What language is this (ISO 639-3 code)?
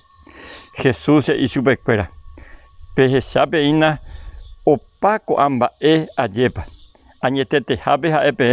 grn